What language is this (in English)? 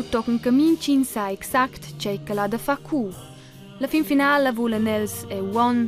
Romansh